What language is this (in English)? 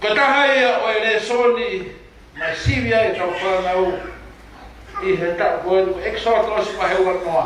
Tongan